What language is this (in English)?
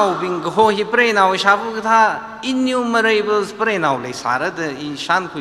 Tangkhul Naga (India)